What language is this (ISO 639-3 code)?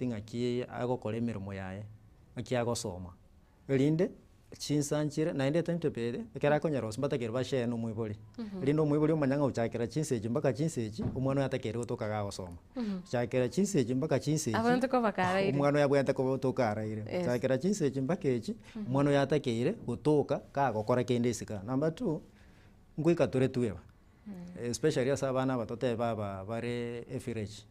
guz